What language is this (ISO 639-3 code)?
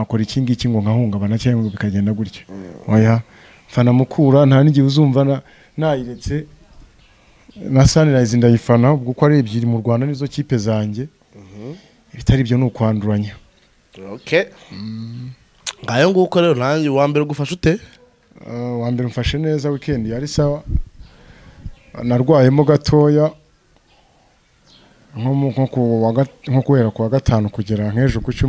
kin